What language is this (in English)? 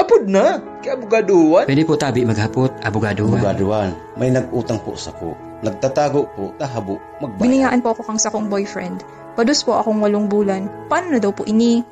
Bikol